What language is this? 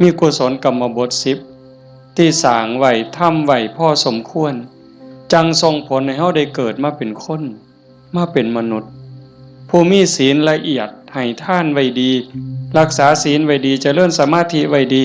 Northeastern Thai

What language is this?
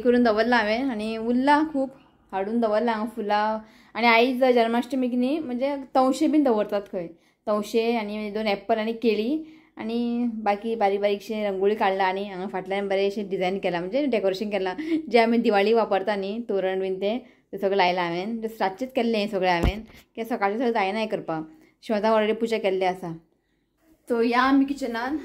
Konkani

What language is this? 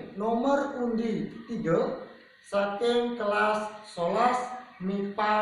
Balinese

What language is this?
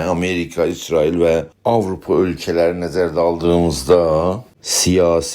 South Azerbaijani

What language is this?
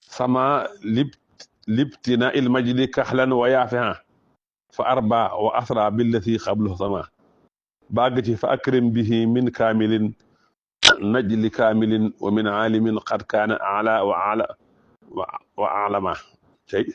Wolof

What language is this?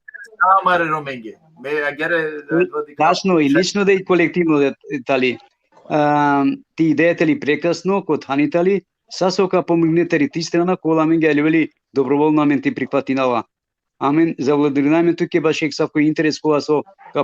Balkan Romani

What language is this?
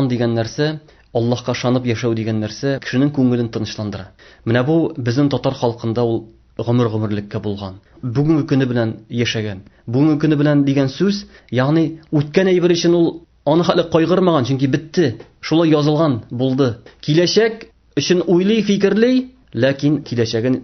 Tatar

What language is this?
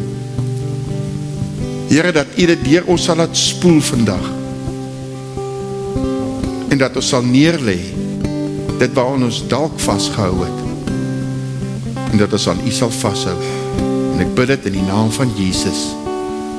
Afrikaans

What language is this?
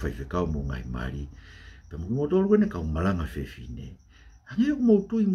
Tongan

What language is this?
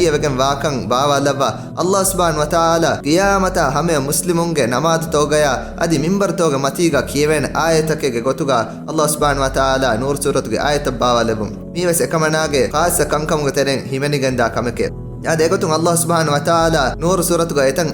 Divehi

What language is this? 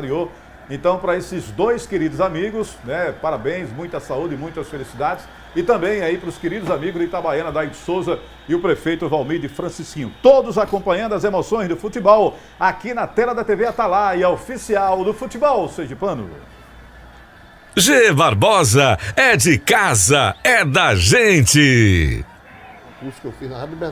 Portuguese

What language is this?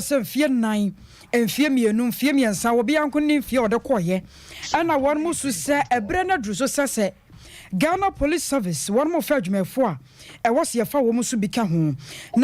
Akan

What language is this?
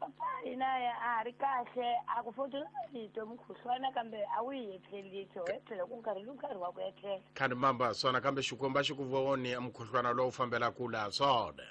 Tsonga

